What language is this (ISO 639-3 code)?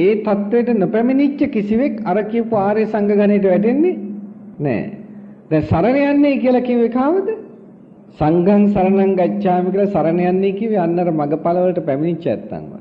sin